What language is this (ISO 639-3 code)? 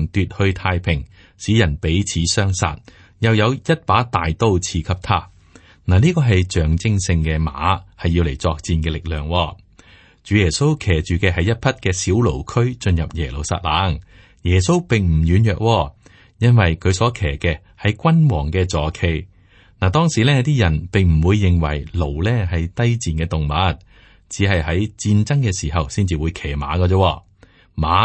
yue